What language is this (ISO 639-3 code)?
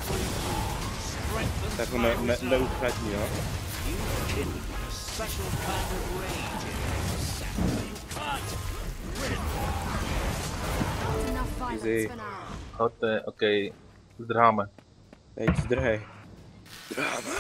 ces